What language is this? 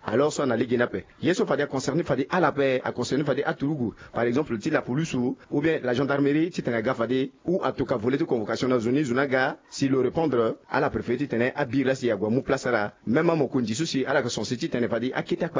Sango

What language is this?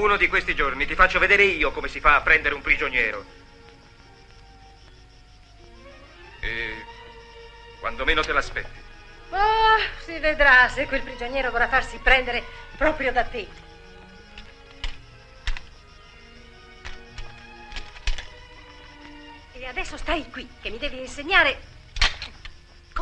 Italian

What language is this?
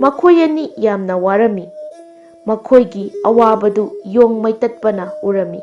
Manipuri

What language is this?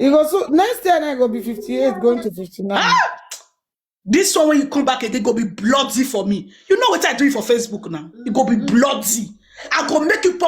Nigerian Pidgin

